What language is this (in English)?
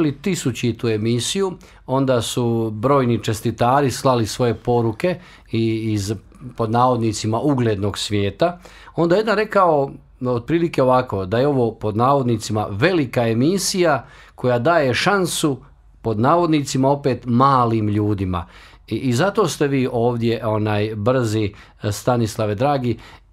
Croatian